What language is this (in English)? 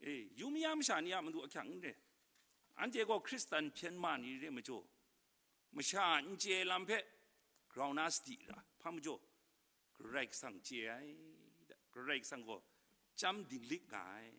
Kachin